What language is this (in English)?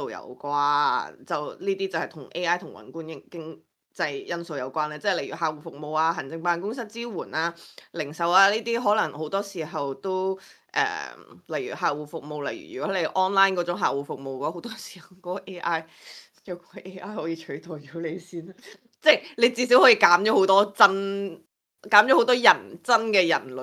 Cantonese